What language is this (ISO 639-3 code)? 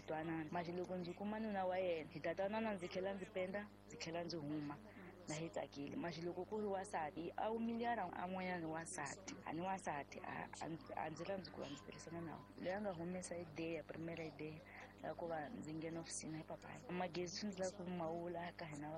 tso